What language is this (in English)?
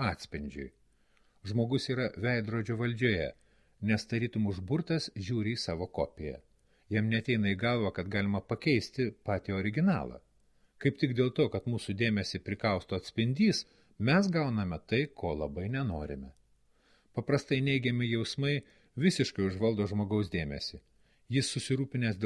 Lithuanian